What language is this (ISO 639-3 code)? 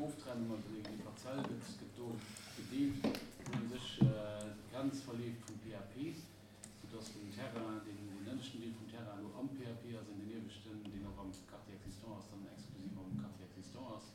ltz